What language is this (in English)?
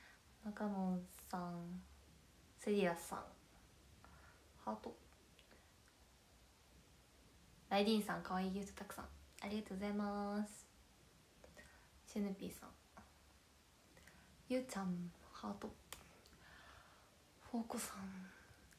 Japanese